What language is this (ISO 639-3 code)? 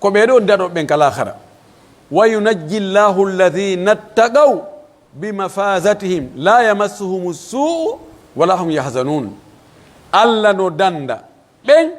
fuf